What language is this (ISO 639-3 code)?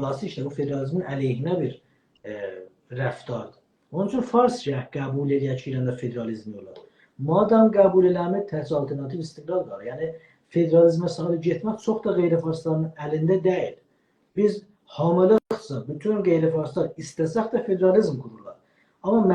azb